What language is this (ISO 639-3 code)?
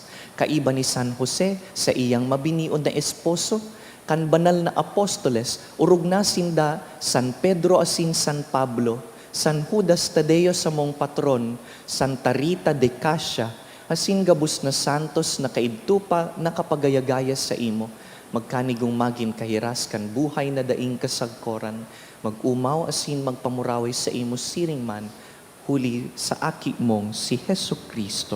bik